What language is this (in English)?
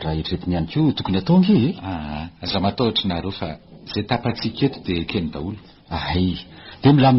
Malagasy